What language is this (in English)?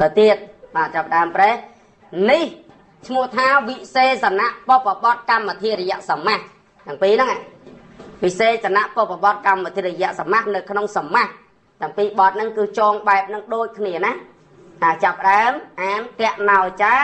Khmer